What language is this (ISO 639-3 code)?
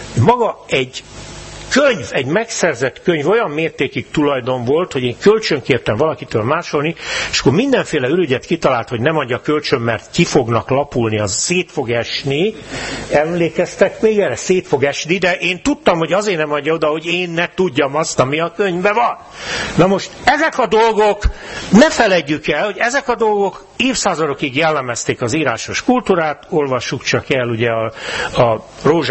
hun